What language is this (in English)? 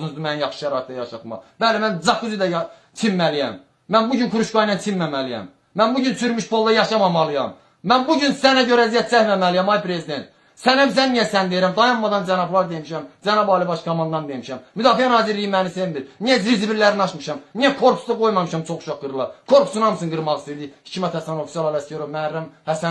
Azerbaijani